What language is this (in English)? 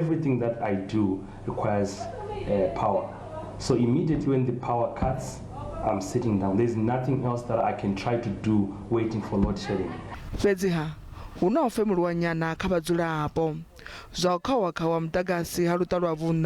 Venda